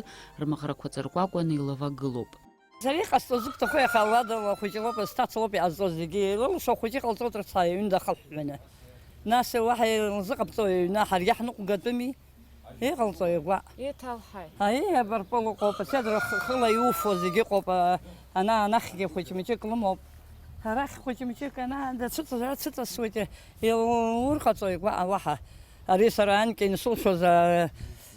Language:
Abkhazian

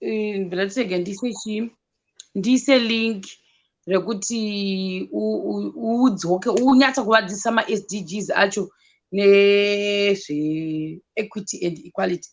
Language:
Shona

